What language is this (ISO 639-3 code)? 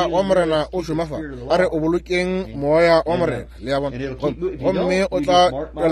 nso